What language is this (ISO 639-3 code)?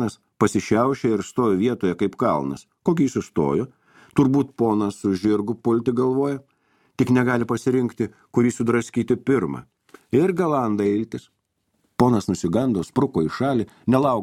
lit